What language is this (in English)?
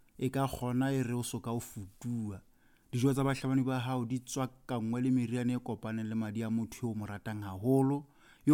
Southern Sotho